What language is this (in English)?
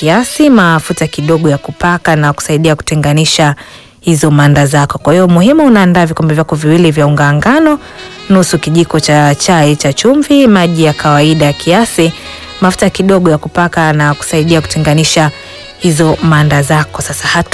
Swahili